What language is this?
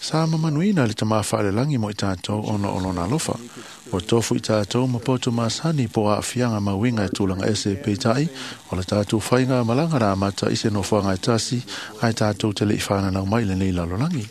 Samoan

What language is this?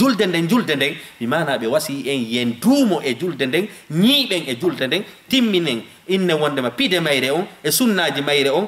Fula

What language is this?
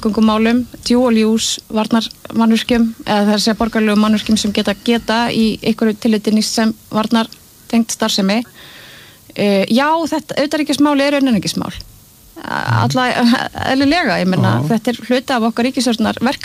Icelandic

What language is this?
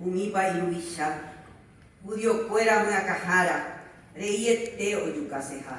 Guarani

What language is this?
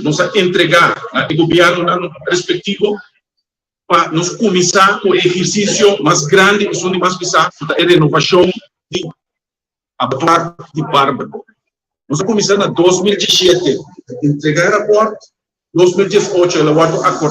Papiamento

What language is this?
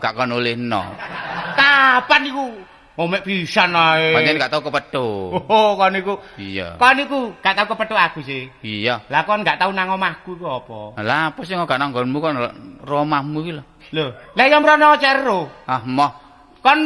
Javanese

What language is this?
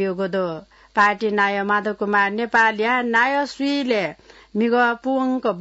Newari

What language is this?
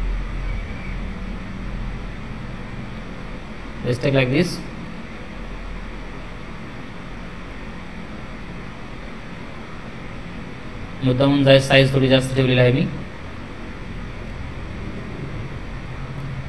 Marathi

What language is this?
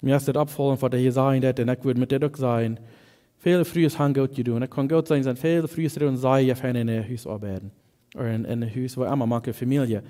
Plautdietsch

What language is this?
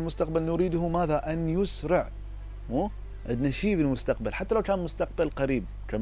Mesopotamian Arabic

